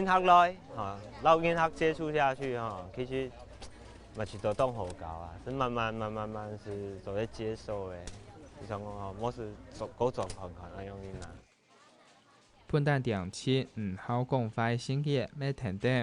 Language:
Hakka Chinese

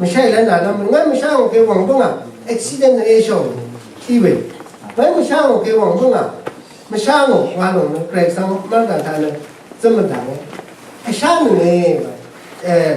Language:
Rawang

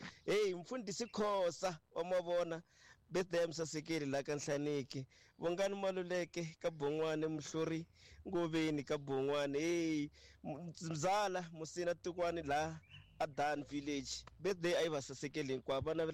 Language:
Tsonga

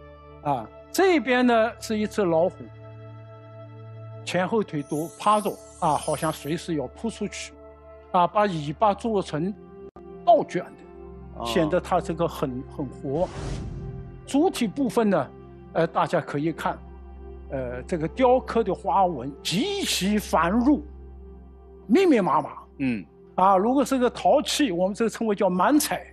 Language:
Chinese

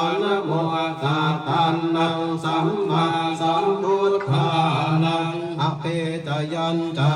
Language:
Pali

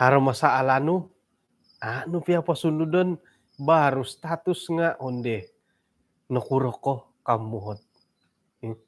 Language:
Central Dusun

